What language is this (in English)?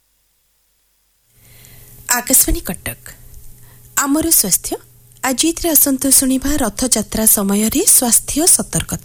Odia